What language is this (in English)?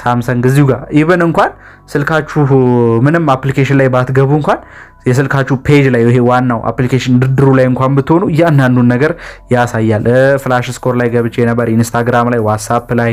Amharic